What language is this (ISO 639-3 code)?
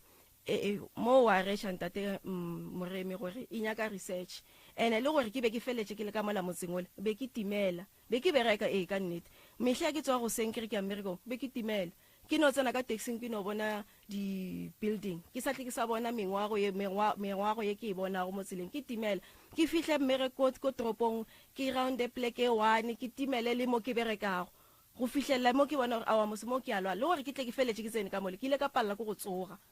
nso